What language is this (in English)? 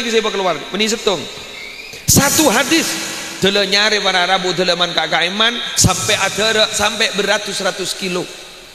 Madurese